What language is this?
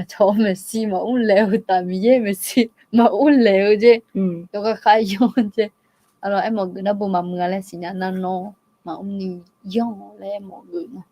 Akha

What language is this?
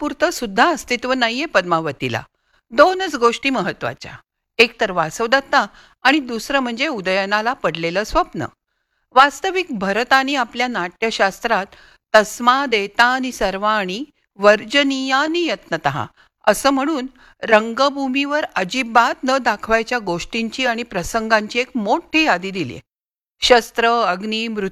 Marathi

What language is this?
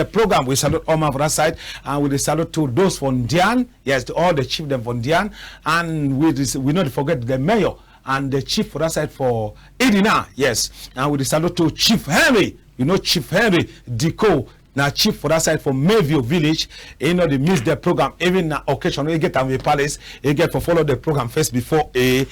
Cameroon Pidgin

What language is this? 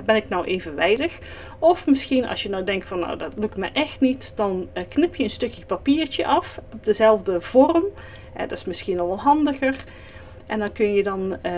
Dutch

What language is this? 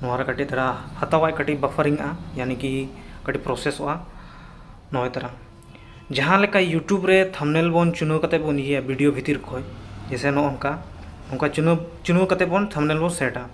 Santali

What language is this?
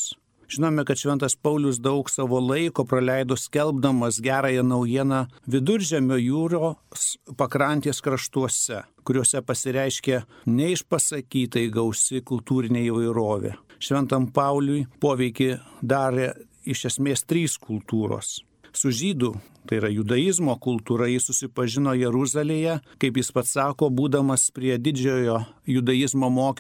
Lithuanian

